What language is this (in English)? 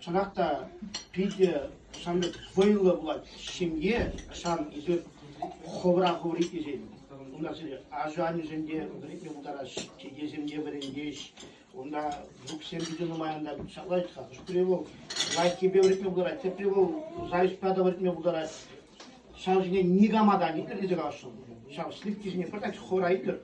Chuvash